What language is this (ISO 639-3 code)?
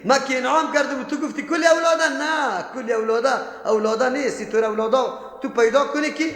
fas